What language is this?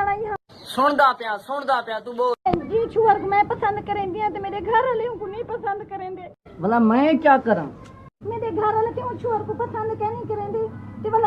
Saraiki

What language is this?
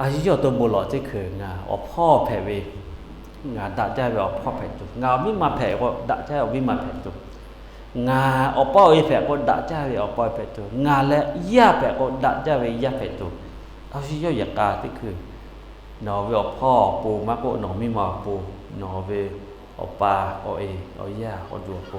Lahu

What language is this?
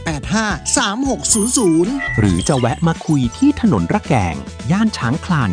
Thai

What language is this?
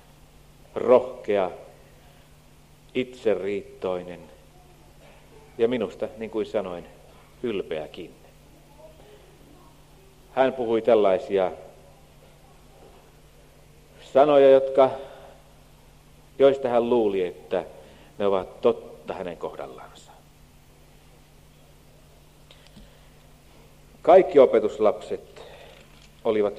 Finnish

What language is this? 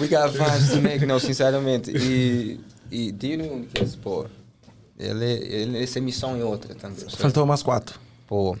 Kabuverdianu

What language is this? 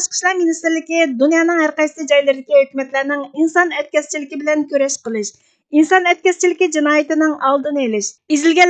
Uyghur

